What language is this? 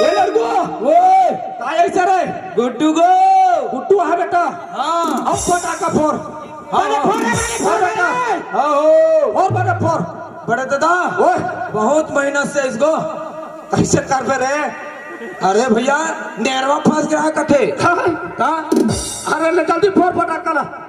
Chhattisgarhi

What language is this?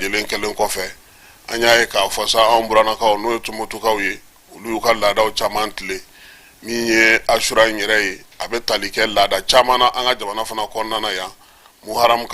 Bambara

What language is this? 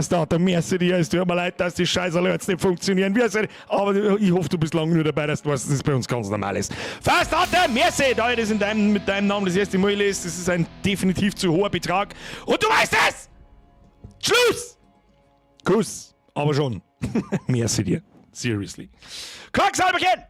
Bavarian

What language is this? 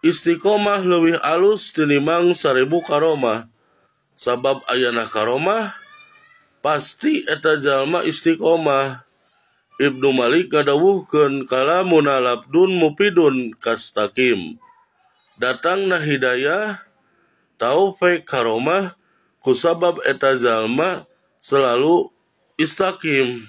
Sundanese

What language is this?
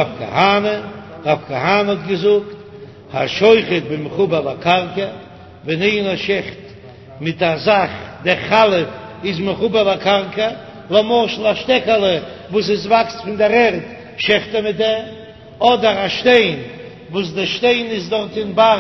Yiddish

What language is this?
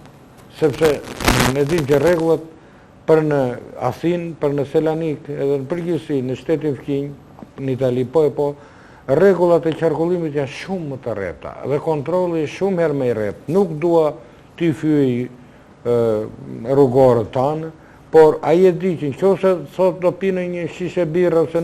Albanian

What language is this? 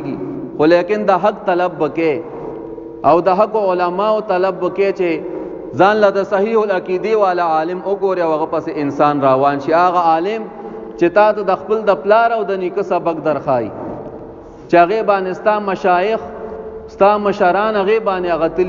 Pashto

